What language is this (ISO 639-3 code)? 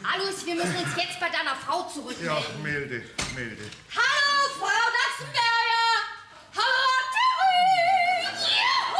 bar